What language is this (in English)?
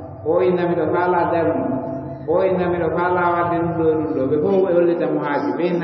Fula